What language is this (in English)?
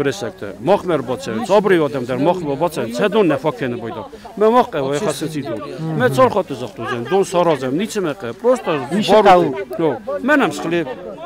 Ossetic